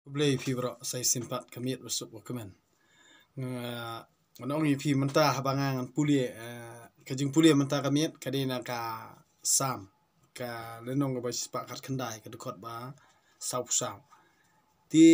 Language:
Khasi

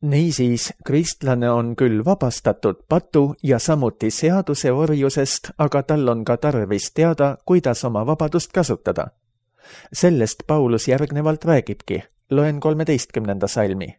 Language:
Estonian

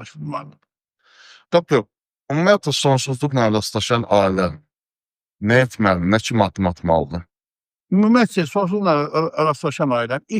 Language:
Azerbaijani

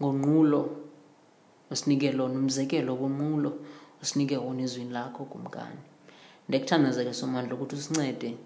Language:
Xhosa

